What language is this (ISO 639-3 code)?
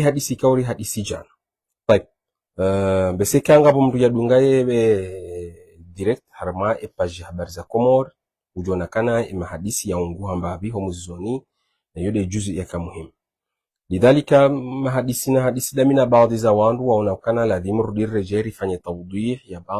zdj